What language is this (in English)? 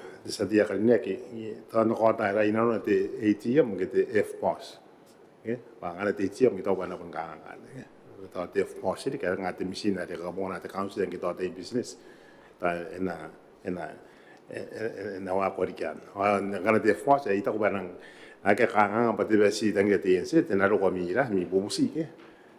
Gilbertese